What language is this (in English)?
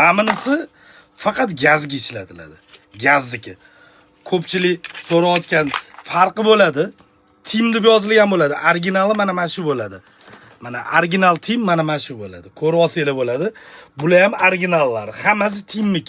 Uzbek